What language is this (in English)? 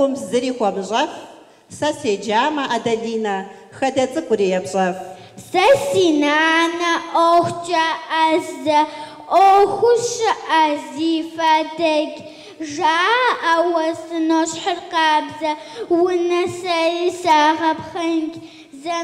Kabardian